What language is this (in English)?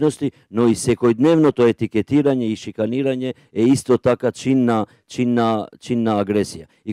Macedonian